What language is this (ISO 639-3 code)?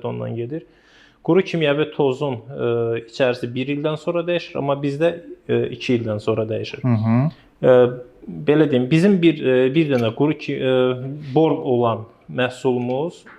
aze